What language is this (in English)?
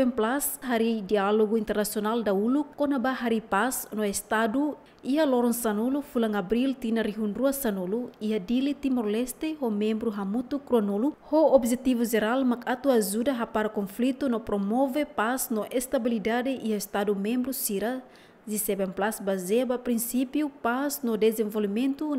Tetum